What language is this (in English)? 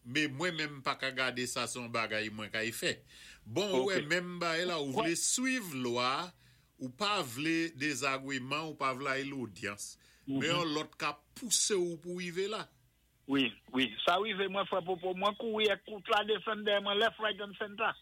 Saint Lucian Creole French